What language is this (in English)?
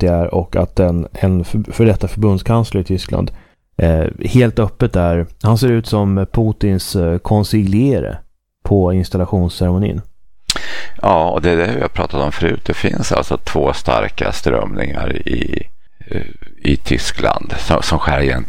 Swedish